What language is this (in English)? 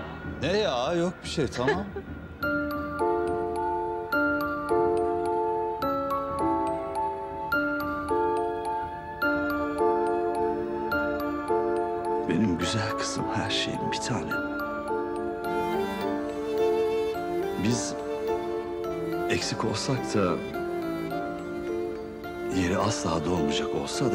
Turkish